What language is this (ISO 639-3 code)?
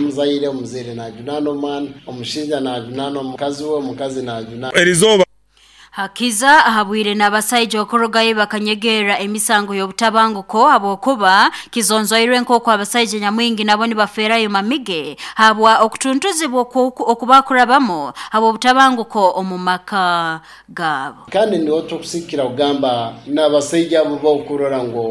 nyn